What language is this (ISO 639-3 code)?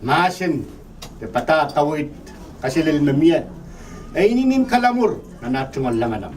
pon